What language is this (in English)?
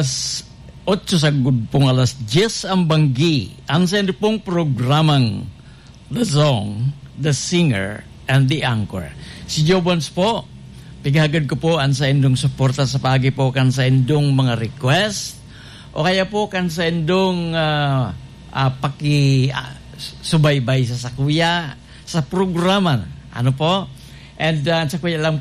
Bikol